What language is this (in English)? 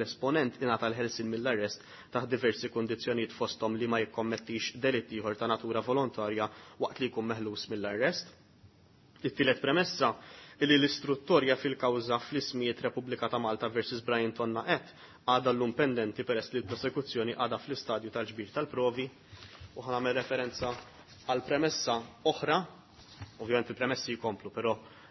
Maltese